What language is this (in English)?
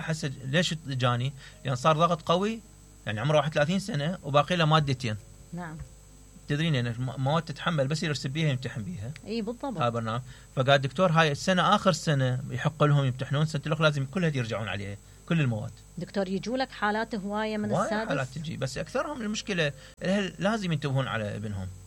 Mesopotamian Arabic